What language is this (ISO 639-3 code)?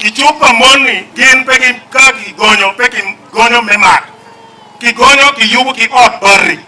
ach